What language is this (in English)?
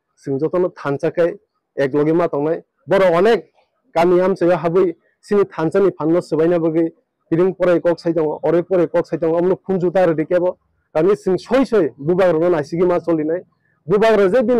Riang (India)